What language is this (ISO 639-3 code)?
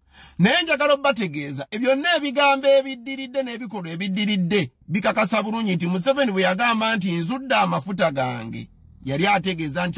lug